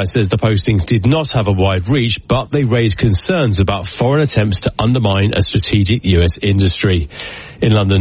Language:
English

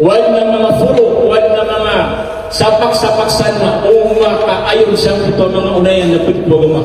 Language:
Maranao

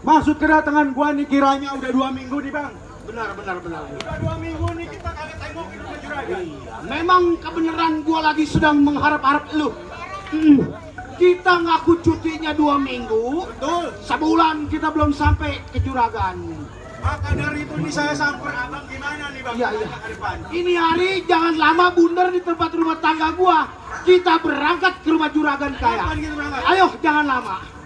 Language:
Betawi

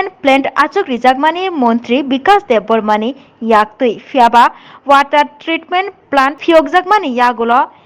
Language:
Kok Borok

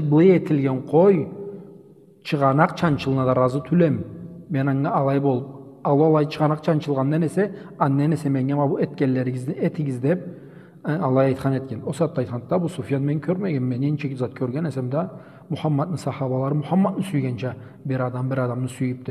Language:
Karachay-Balkar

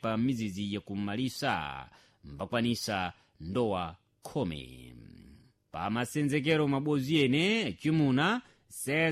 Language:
Sena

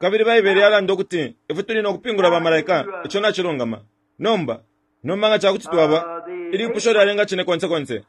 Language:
Bemba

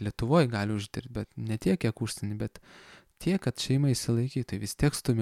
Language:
Lithuanian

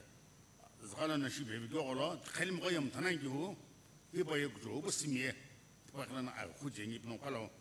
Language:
Sumi Naga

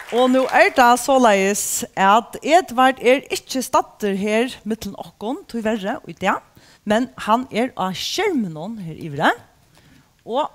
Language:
Faroese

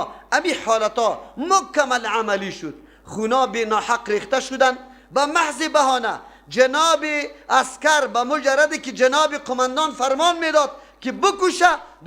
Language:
Persian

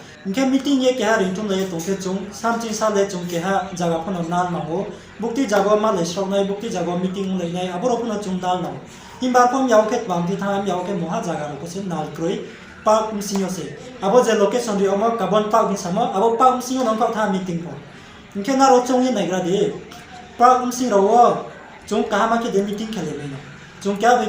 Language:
Riang (India)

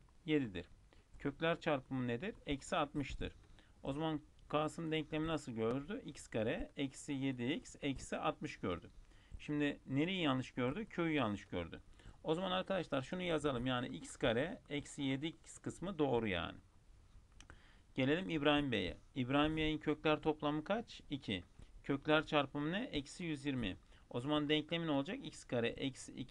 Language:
Turkish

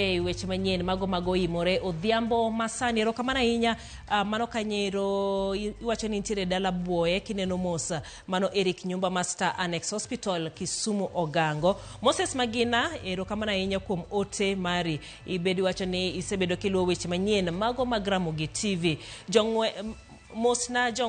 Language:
Luo (Kenya and Tanzania)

